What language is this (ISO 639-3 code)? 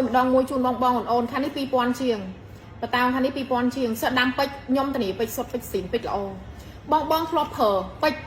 khm